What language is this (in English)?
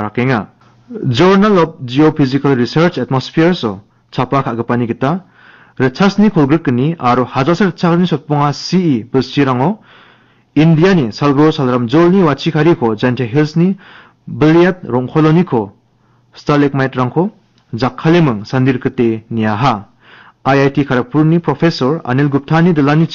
Garo